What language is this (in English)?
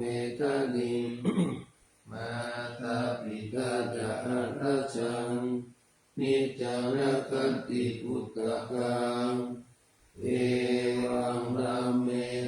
Pali